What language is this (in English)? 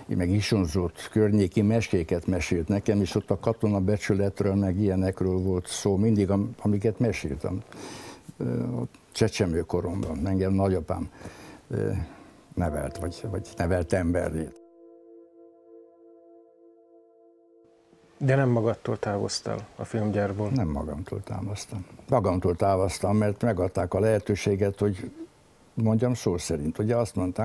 Hungarian